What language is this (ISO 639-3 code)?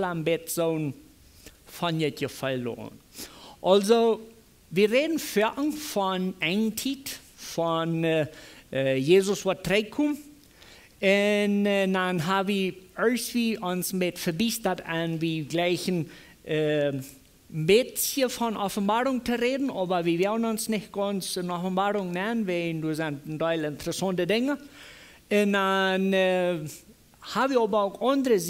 pdt